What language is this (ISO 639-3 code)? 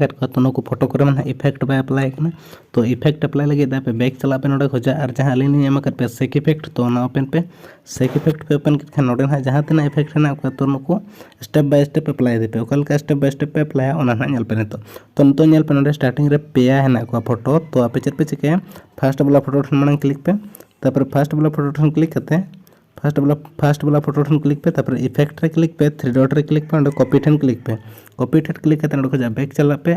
sat